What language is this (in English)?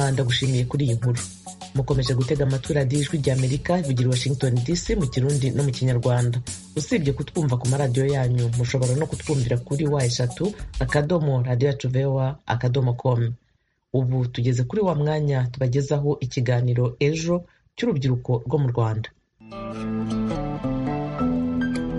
Kinyarwanda